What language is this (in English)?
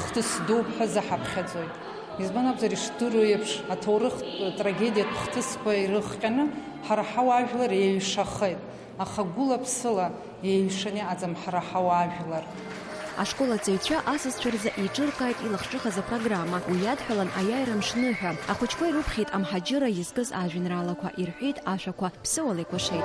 Abkhazian